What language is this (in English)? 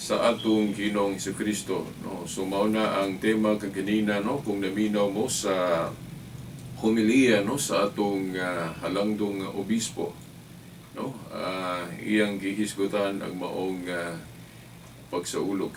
Cebuano